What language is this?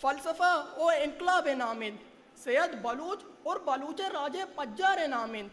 Eastern Balochi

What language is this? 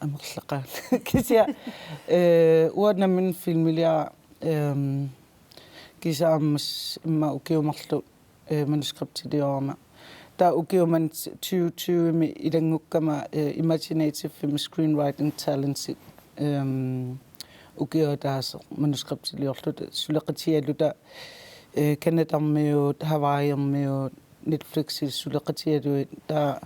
Kalaallisut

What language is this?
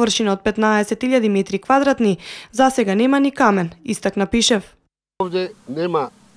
Macedonian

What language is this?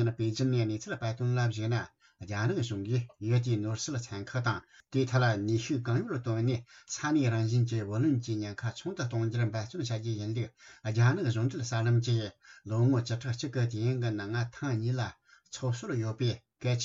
Tibetan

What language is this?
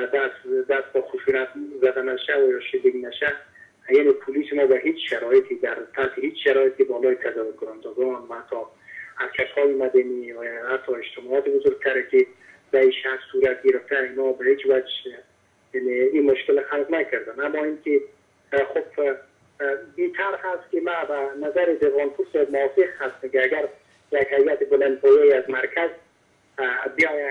Persian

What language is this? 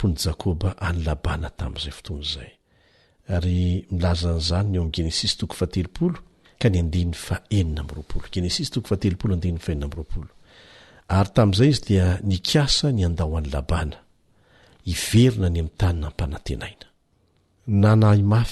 Malagasy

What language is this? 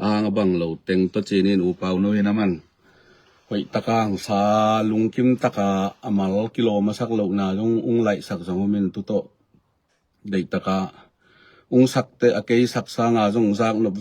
Tedim Chin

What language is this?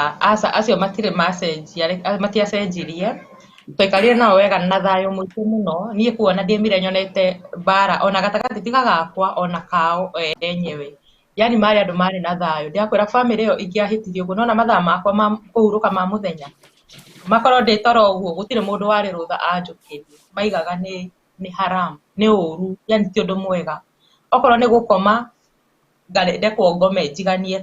Kikuyu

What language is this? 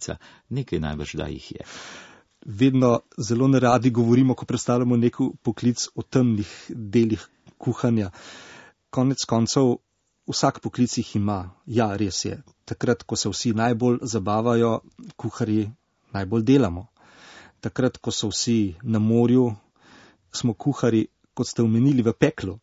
Slovenian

